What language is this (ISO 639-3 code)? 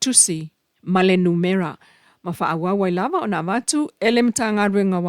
smo